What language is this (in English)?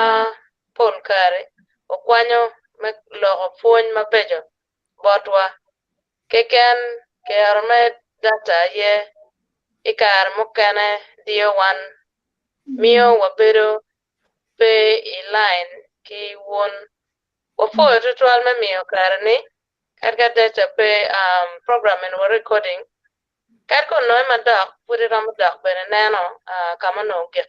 Acoli